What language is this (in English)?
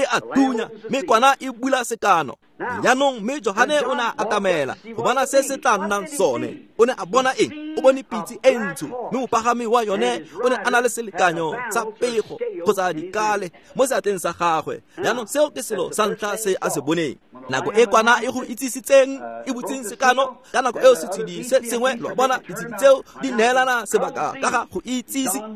Tswana